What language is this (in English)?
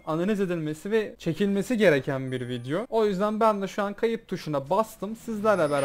Turkish